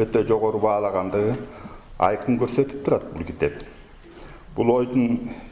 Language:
Kyrgyz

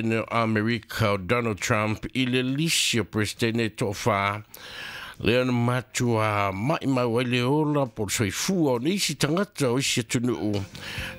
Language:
Samoan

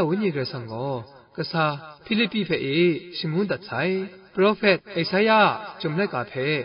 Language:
Kachin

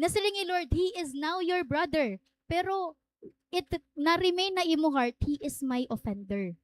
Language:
Waray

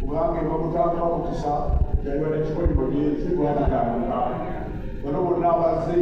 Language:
Ganda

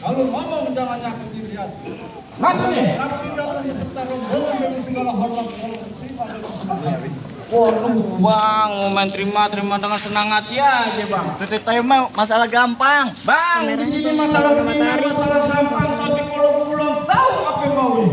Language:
Betawi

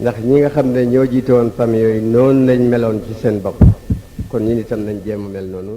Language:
Wolof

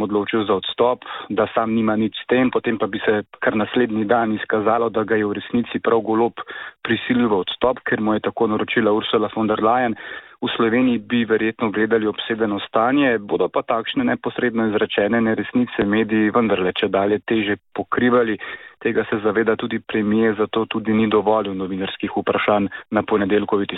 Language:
Slovenian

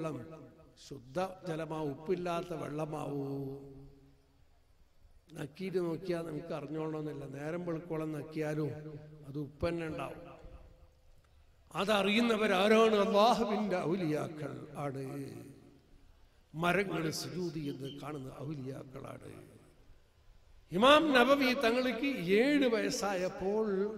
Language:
Malayalam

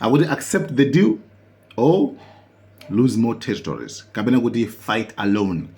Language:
Nyanja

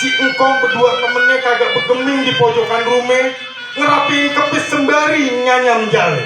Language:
Betawi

